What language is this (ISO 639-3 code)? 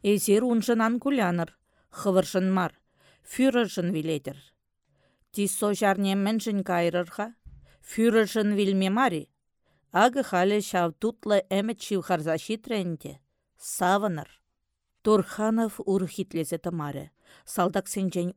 chv